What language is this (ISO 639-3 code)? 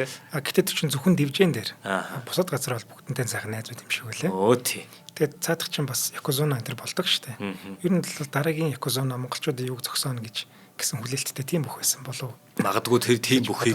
mon